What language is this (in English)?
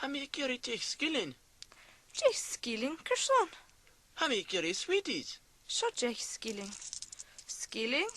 Scottish Gaelic